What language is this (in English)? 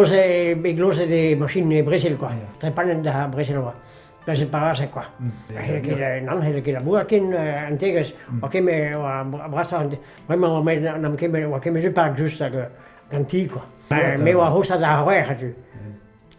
Breton